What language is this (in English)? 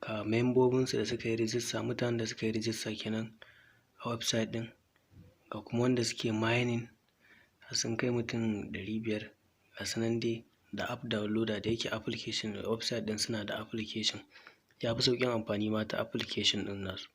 Hausa